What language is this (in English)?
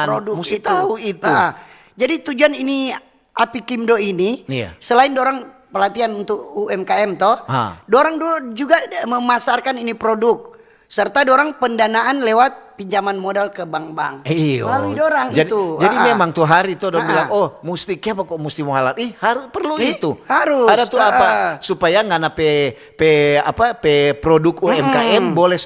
Manado Malay